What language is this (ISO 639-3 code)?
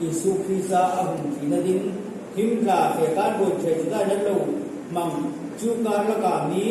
hmr